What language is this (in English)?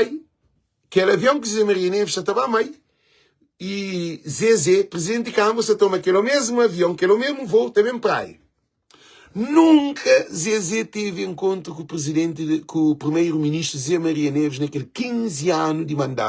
Kabuverdianu